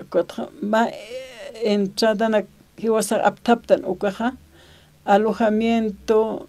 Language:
Aymara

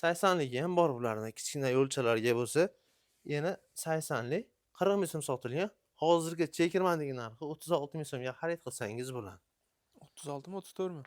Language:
Uzbek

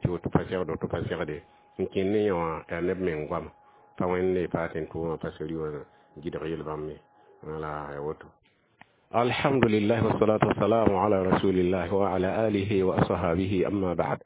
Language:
Mossi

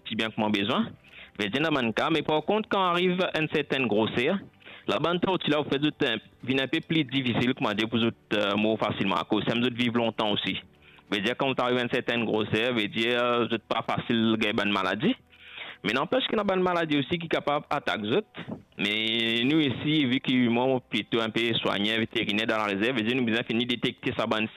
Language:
Morisyen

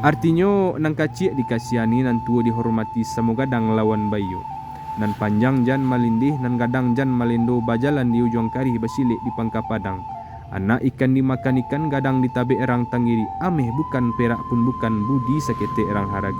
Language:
Minangkabau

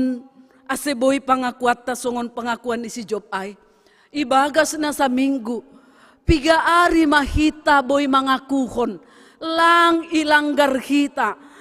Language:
Batak Simalungun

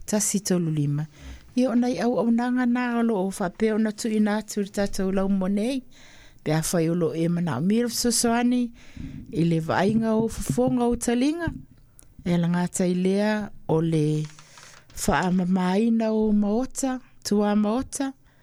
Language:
Samoan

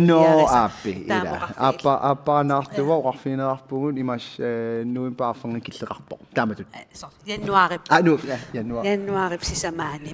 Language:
Kalaallisut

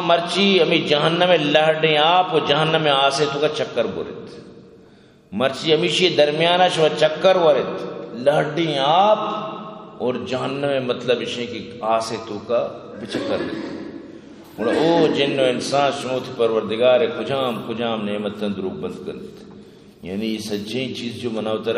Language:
Eastern Balochi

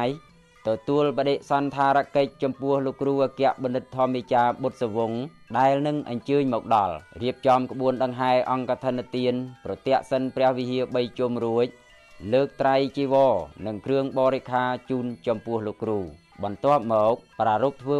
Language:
Khmer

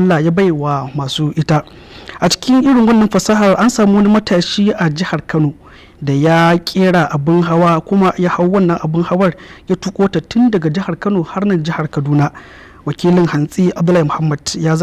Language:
Hausa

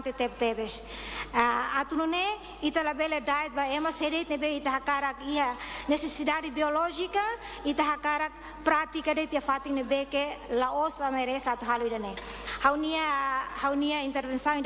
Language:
Tetum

